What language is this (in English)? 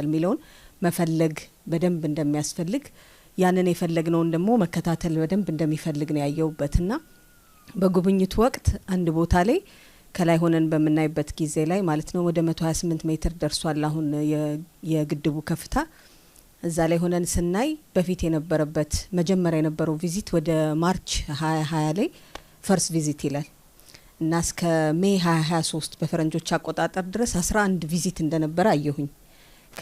Amharic